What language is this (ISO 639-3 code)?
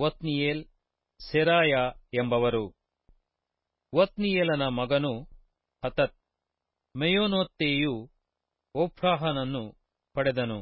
kan